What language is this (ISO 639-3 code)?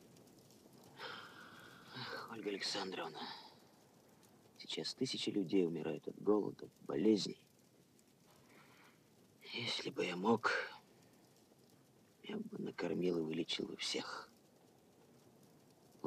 rus